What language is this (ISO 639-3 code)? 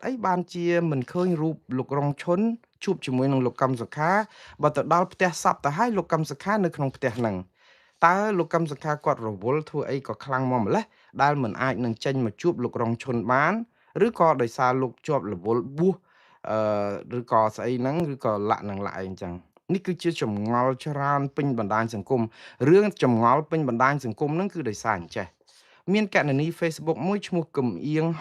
khm